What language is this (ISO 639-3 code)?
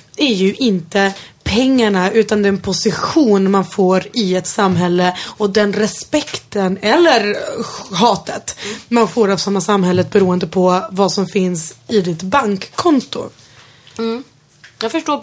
swe